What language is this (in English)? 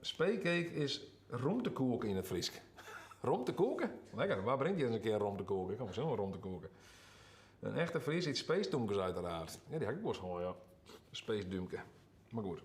Western Frisian